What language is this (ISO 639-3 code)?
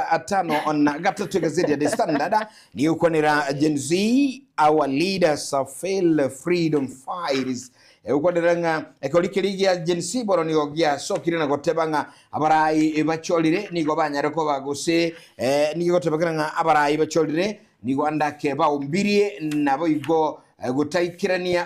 guz